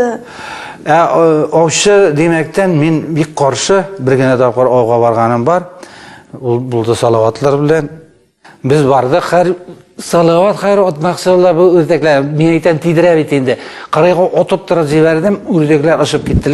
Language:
Tatar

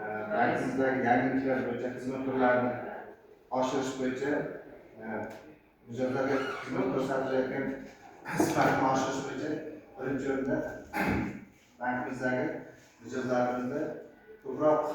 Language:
Uzbek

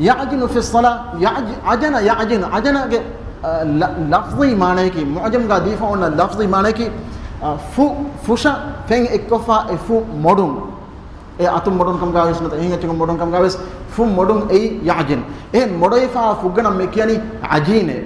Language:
Divehi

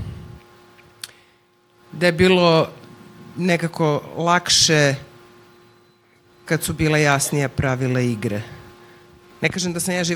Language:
Serbian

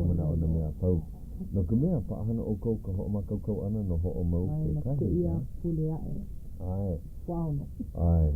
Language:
Hawaiian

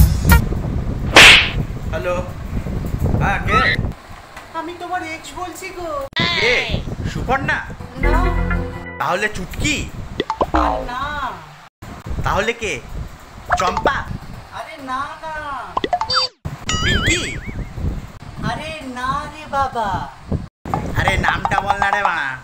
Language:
Bangla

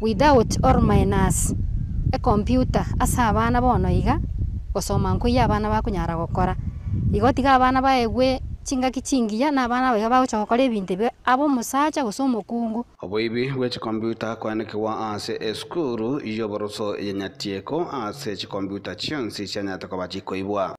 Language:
Gusii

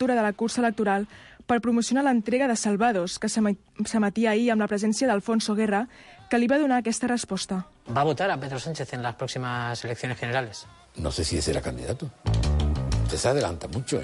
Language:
Catalan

